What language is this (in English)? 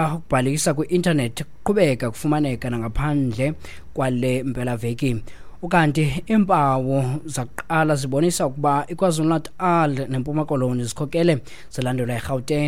Xhosa